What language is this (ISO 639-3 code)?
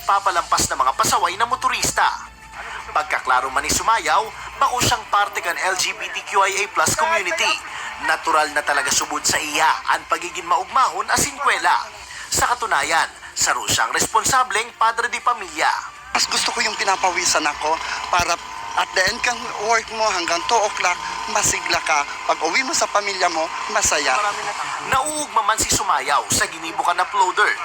bik